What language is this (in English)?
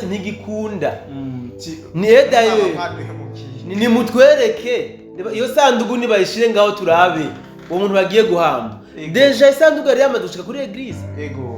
Rundi